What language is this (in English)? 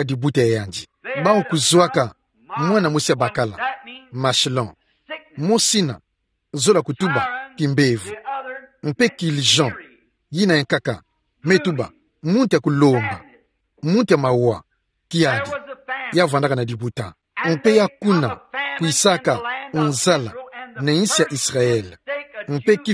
Kituba (Democratic Republic of Congo)